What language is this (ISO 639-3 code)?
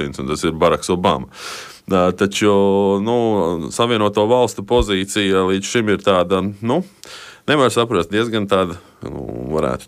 lav